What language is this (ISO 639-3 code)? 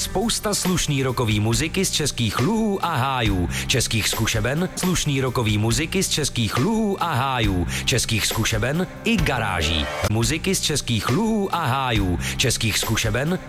ces